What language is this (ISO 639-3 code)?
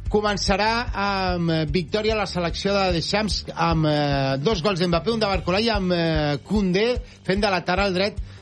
cat